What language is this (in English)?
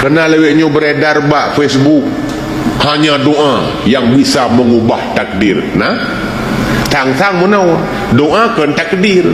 Achinese